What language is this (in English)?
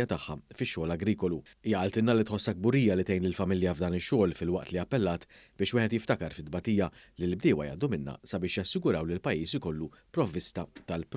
Maltese